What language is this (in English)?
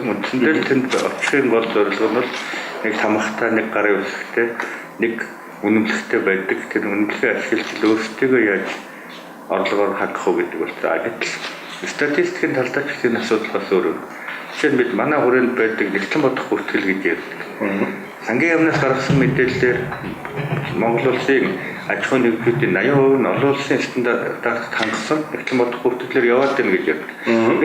Mongolian